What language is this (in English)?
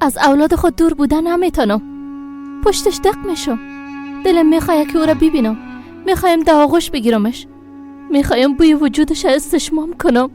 Persian